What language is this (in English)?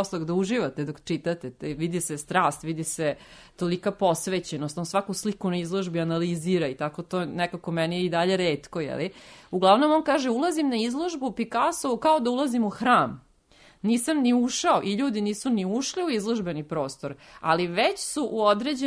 Serbian